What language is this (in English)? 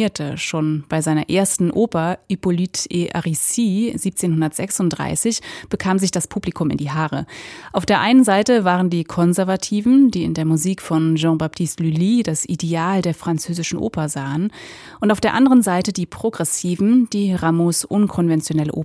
German